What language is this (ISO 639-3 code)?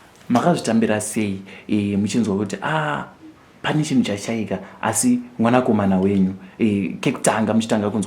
sna